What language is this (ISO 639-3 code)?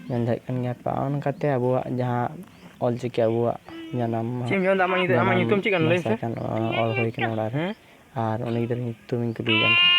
sat